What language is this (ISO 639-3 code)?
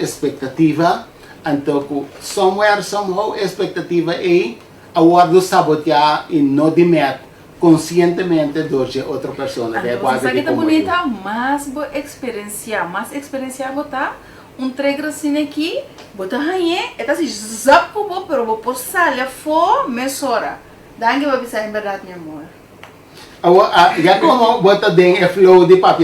pap